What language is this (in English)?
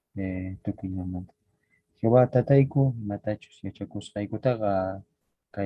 Quechua